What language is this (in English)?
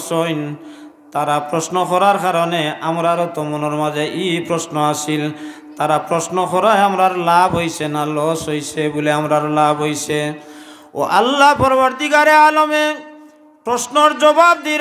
Sylheti